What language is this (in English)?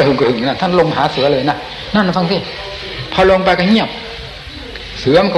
Thai